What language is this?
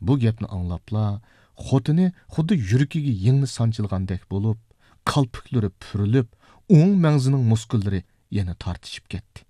Uyghur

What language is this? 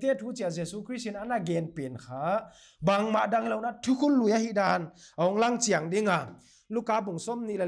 Paite Chin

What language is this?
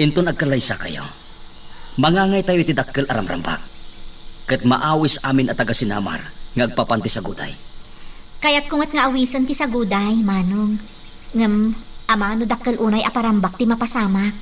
Iloko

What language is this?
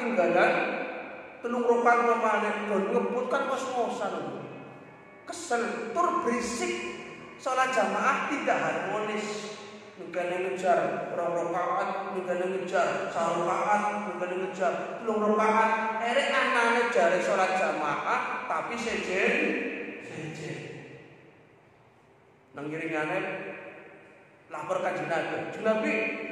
Javanese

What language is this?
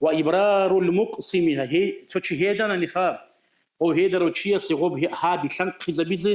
Avaric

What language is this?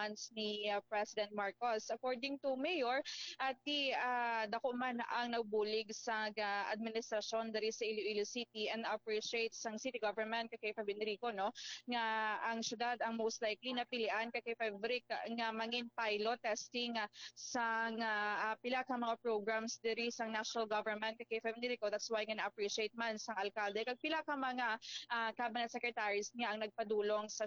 Hiligaynon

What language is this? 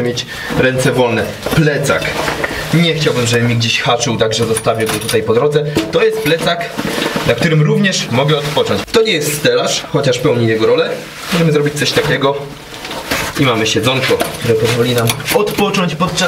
Polish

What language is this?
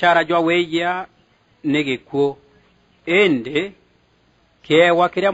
Meru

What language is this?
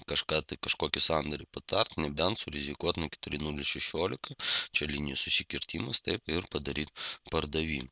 Lithuanian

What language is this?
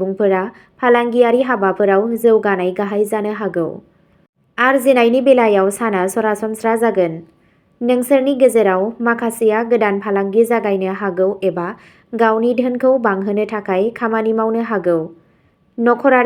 Bodo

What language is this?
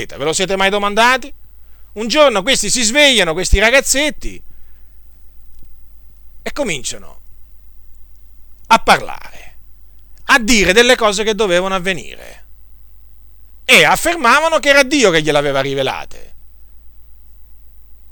Italian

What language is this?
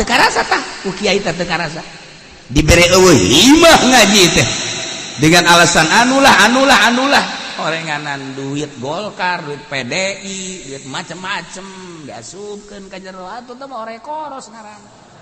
Sundanese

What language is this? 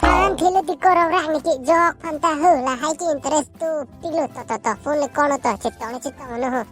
Karbi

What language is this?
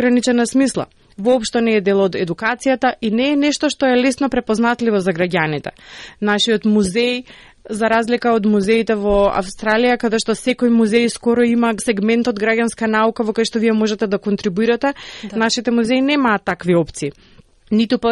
Macedonian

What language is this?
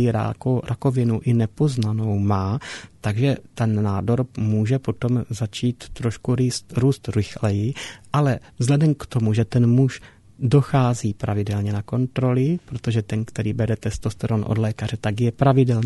Czech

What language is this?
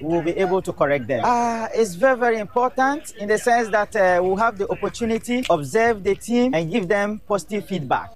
Akan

